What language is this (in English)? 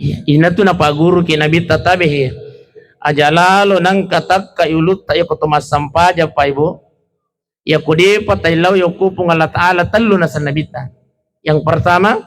Buginese